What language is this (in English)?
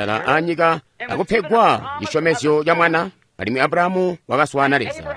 Tonga (Zambia)